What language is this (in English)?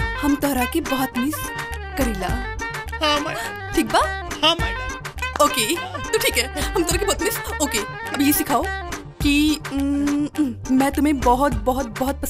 Bhojpuri